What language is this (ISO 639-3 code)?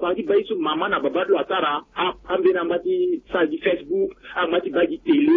sag